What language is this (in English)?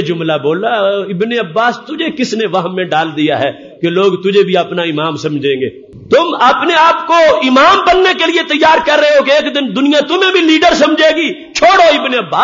Urdu